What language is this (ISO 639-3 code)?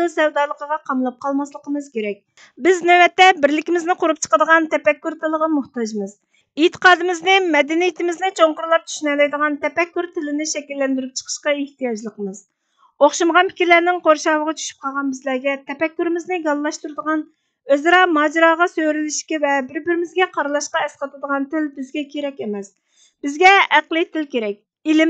uig